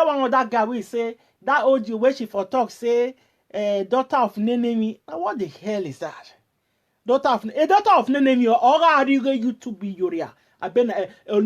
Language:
Nigerian Pidgin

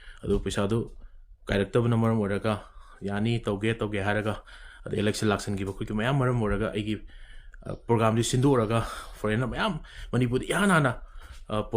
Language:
Manipuri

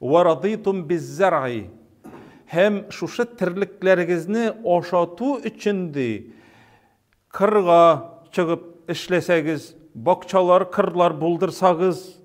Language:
Tatar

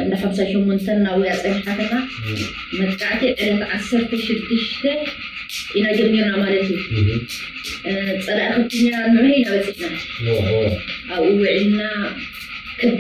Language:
Tigrinya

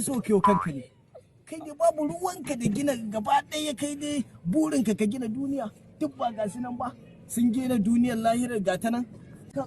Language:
Hausa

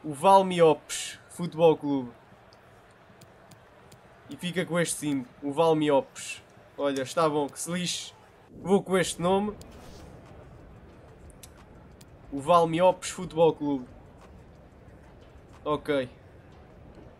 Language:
Portuguese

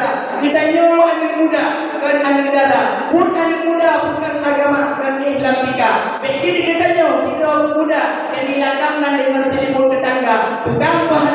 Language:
Achinese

